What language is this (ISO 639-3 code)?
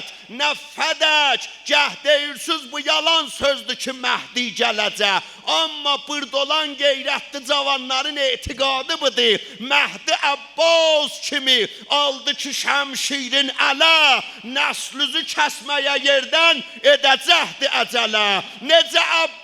azb